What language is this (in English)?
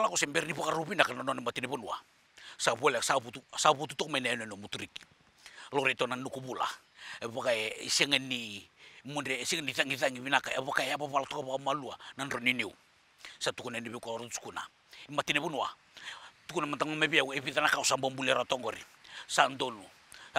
Fijian